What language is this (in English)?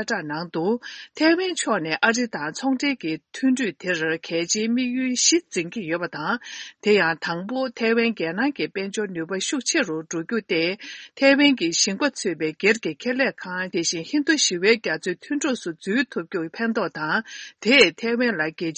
Tibetan